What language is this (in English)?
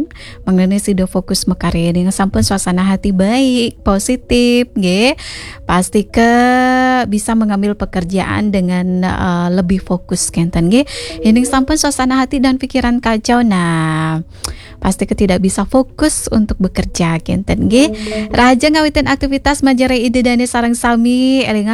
Balinese